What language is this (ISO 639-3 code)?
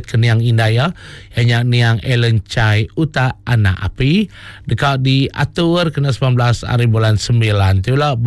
iba